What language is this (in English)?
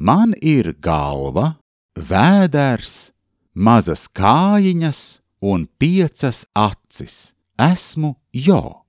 Latvian